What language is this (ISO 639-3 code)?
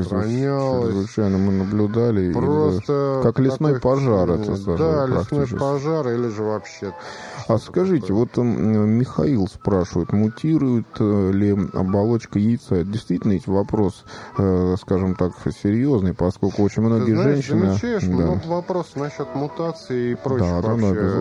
rus